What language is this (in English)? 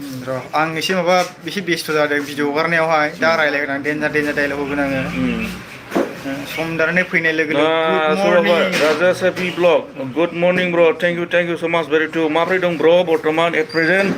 Bodo